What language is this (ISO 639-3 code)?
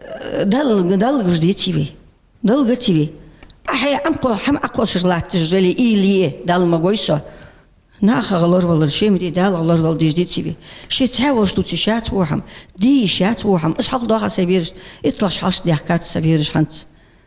inh